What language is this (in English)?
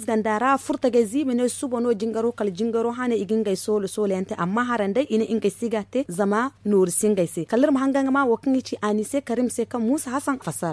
Zarma